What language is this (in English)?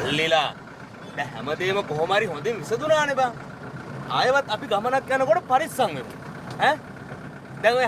Sinhala